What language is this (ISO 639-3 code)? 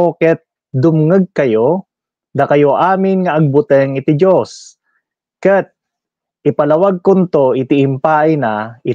ilo